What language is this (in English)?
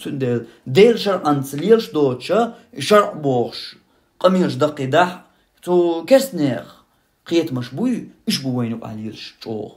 Chechen